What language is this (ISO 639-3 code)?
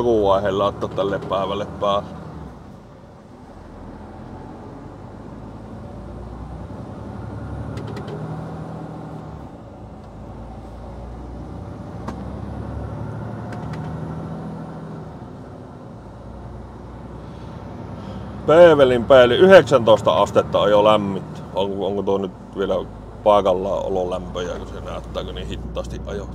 fin